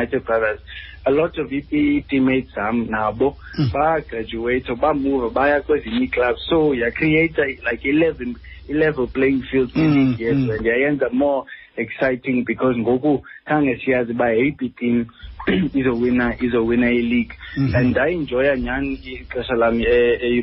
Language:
Xhosa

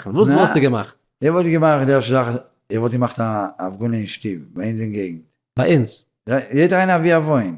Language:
Yiddish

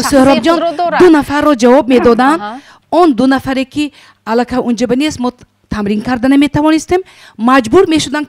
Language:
Tajik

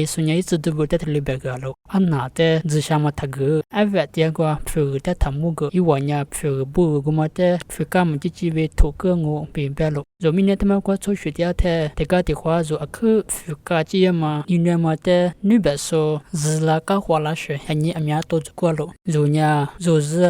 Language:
Lisu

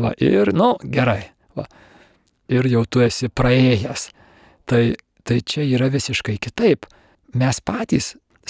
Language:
Lithuanian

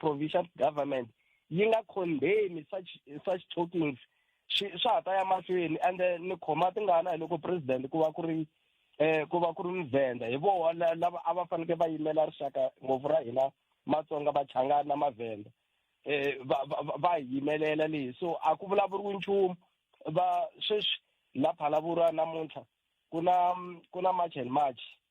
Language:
Tsonga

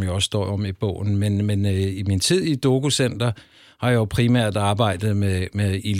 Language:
Danish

